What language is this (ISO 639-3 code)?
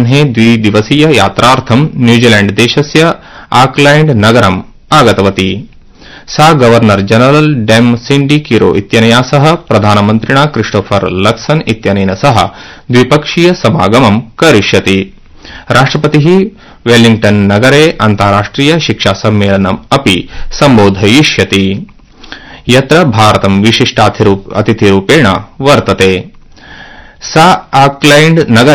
san